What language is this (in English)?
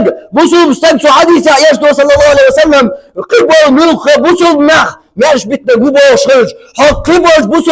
Chechen